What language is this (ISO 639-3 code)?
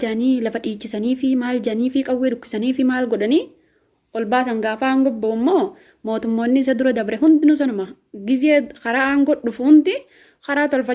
orm